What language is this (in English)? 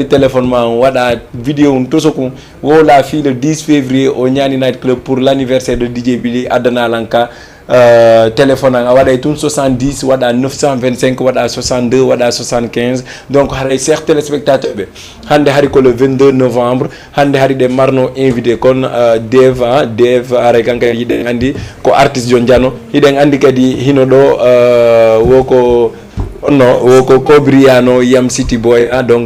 Fula